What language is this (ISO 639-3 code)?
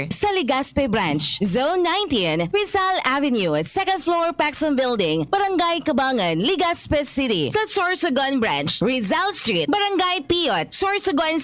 bik